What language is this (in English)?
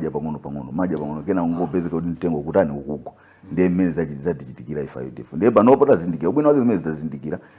Nyanja